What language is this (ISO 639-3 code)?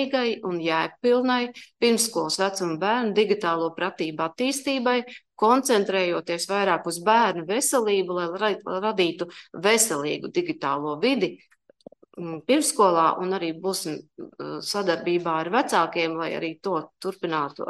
lav